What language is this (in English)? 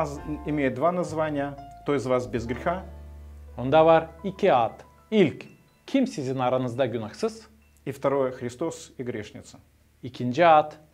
Gagauz